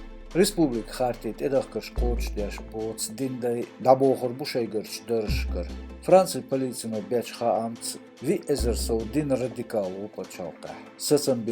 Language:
Chechen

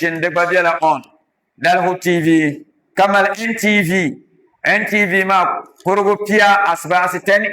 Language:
Dagbani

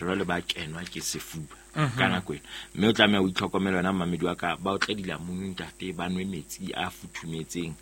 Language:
Southern Sotho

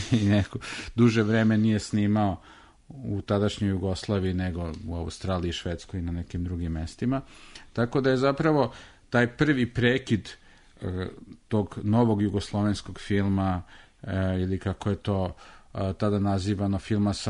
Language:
Serbian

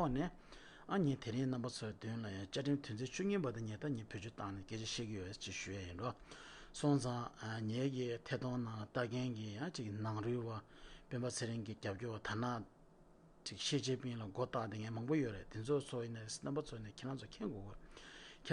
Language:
Tibetan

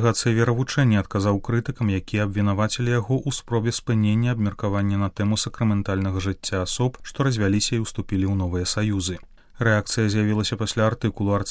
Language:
Belarusian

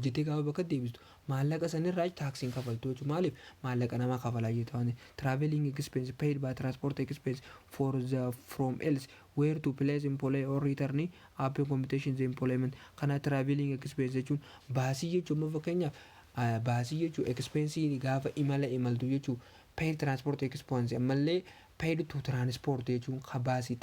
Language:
Oromo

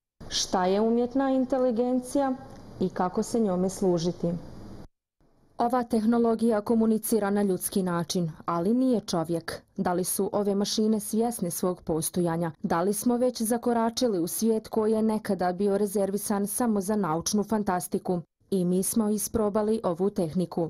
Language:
Bosnian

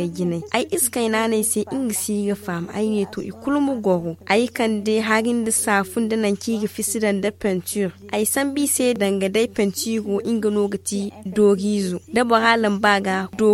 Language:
Zarma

